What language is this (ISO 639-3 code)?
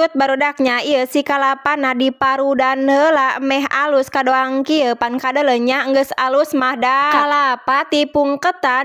sun